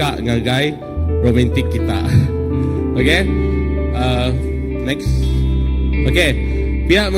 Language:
Iban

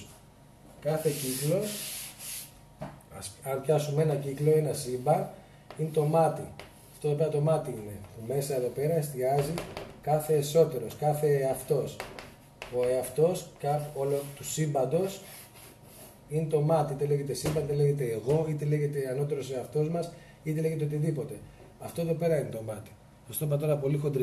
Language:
Greek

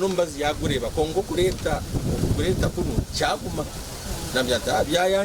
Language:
Nyankole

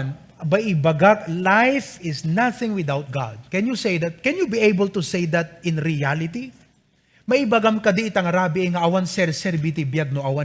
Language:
Iloko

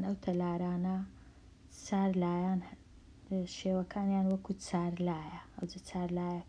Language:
Central Kurdish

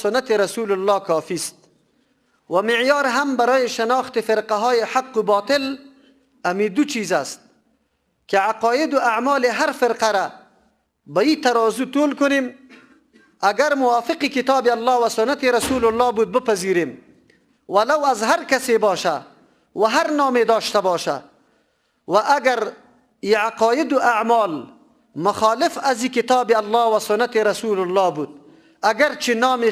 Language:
Persian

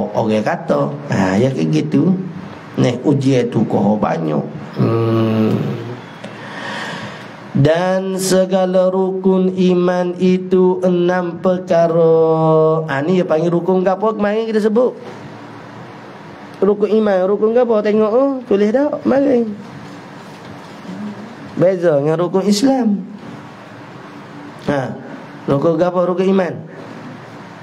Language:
Malay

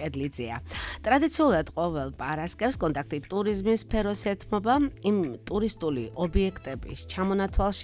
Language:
Georgian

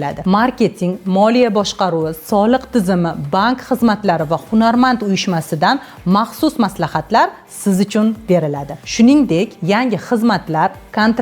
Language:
Uzbek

